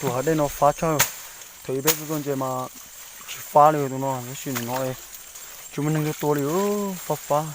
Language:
Hmong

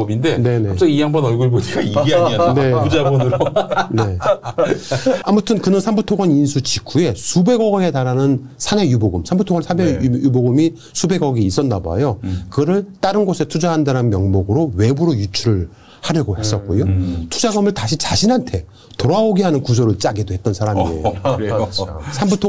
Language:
Korean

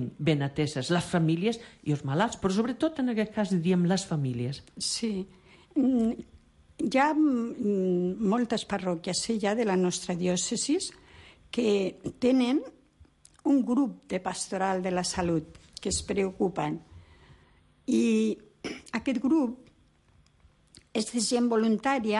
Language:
Catalan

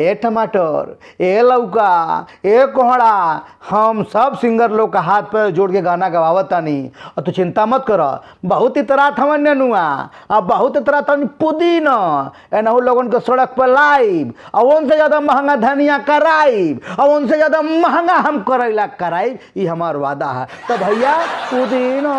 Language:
Bhojpuri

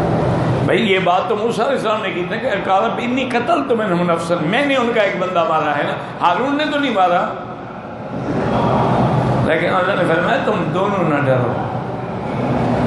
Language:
Urdu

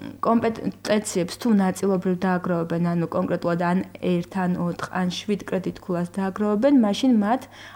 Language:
Georgian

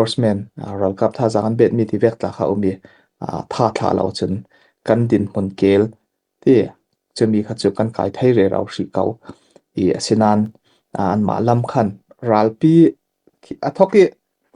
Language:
Falam Chin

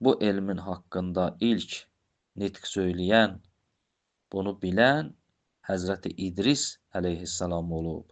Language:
Azerbaijani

